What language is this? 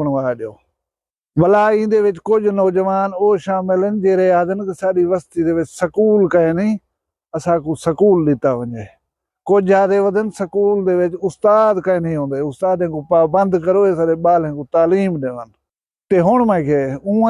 Saraiki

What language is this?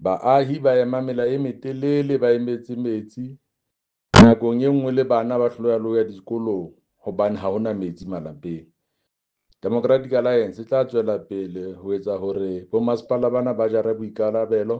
Southern Sotho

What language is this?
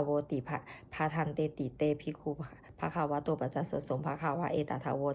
Pali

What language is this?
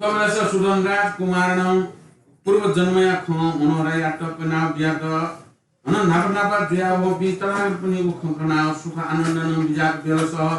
Newari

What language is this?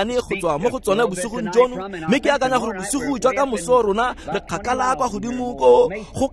Tswana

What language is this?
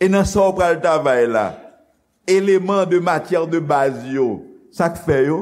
Haitian Creole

